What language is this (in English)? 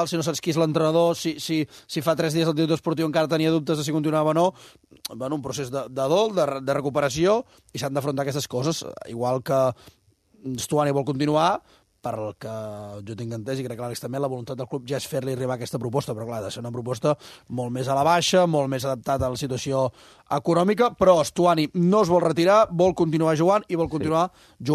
Catalan